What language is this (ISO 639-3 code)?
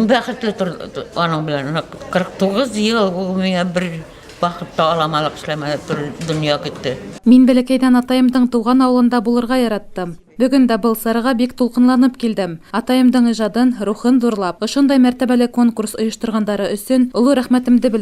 bak